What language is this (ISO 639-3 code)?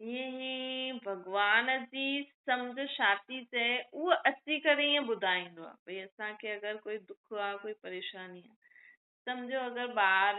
snd